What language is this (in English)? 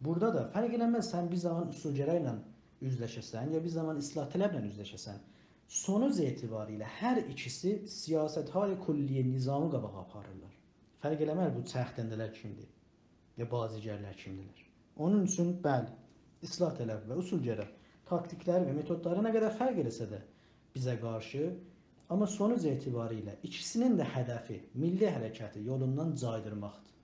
South Azerbaijani